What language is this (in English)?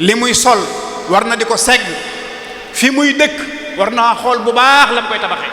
Wolof